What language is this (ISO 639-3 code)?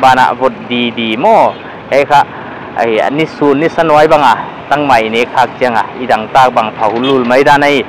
pck